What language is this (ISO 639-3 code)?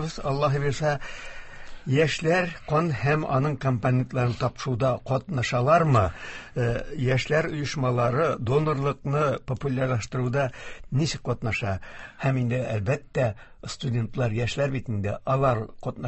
tat